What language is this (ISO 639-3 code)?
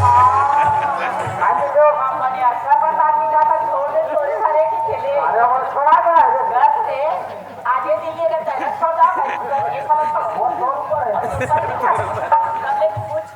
hne